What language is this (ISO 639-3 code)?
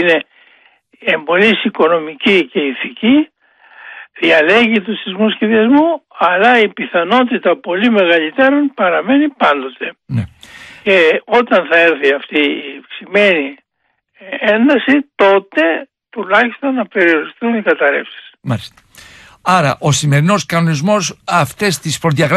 ell